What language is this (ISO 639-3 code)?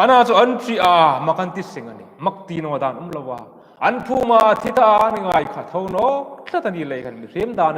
hmr